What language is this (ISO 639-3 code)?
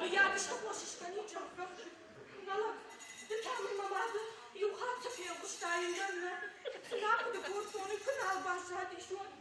oss